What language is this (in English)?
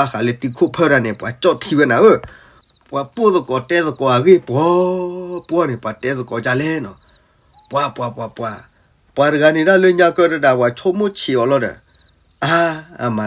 S'gaw Karen